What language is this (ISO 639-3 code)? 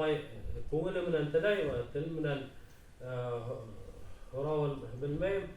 bak